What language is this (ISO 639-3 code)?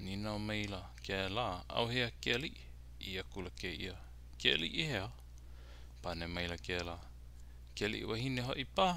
haw